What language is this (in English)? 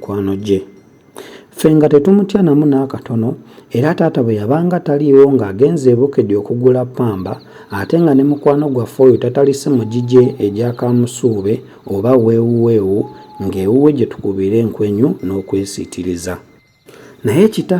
Ganda